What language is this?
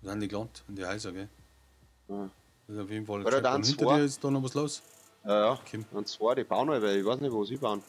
Bavarian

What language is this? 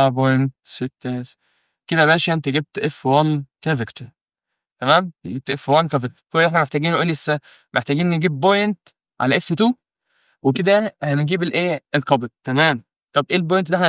Egyptian Arabic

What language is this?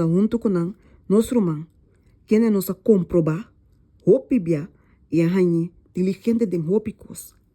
Papiamento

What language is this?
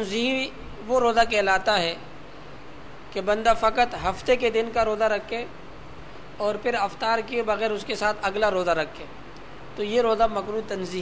Urdu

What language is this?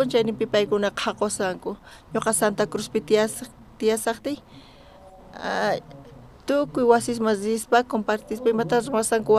South Bolivian Quechua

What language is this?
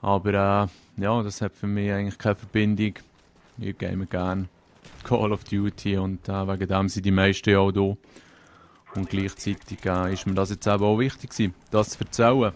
Swiss German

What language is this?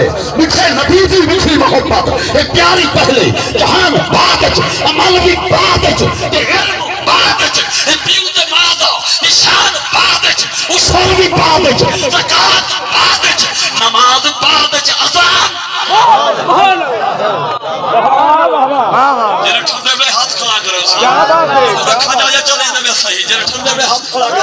Saraiki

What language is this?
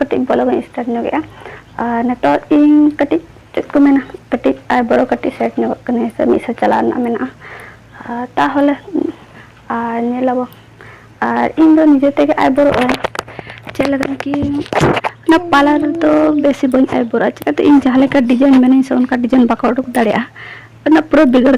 Santali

